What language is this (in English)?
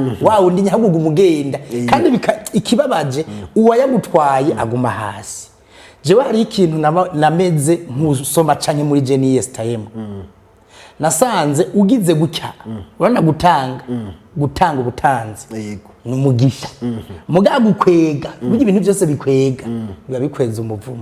Rundi